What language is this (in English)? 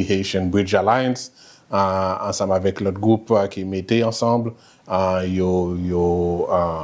Haitian Creole